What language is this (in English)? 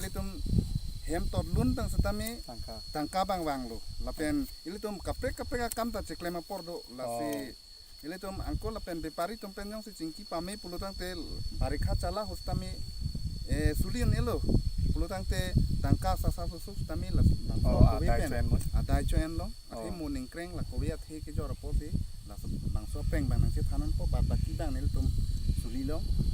Karbi